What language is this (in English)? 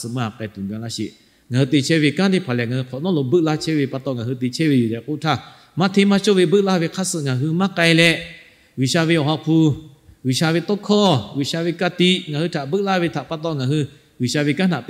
Lahu